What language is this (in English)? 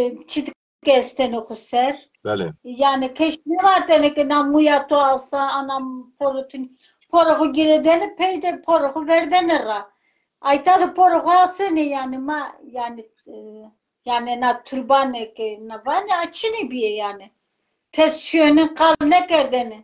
Zaza